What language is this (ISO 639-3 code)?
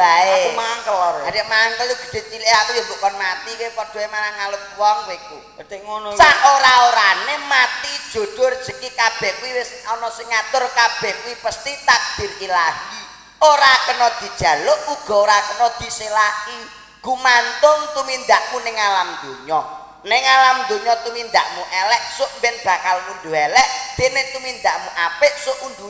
jav